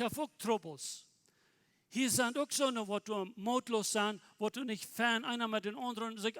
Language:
Plautdietsch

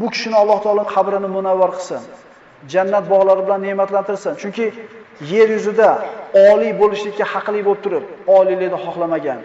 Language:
Uzbek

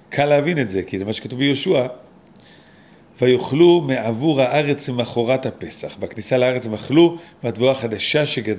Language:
Hebrew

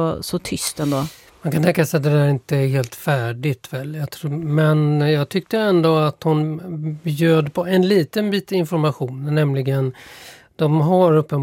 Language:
Swedish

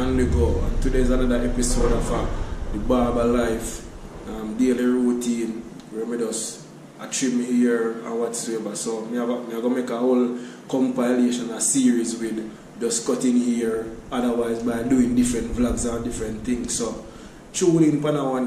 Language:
Jamaican Creole English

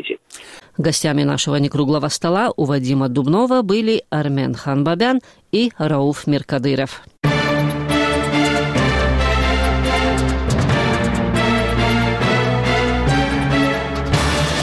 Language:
Russian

